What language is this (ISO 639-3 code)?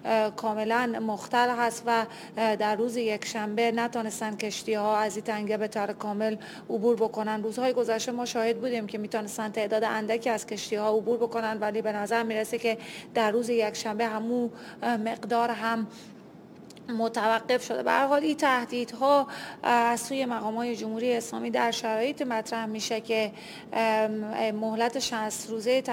fas